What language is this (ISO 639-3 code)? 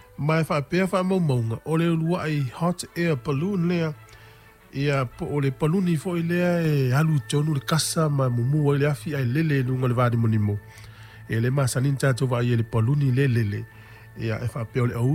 smo